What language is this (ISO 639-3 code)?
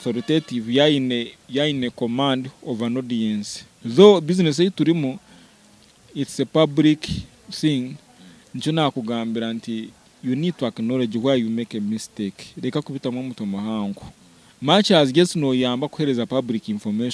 nyn